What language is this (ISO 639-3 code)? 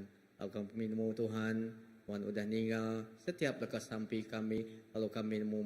iba